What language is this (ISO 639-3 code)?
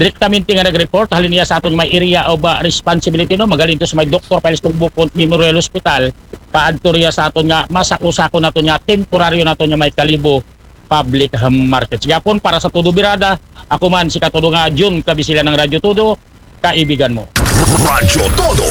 akl